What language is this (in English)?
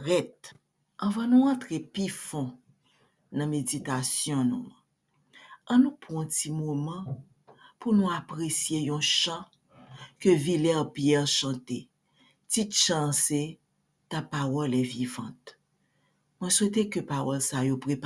Haitian Creole